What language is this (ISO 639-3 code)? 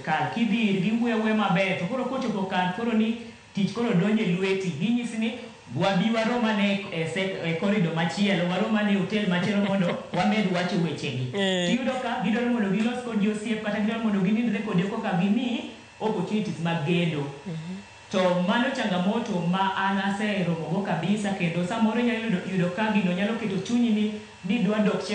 luo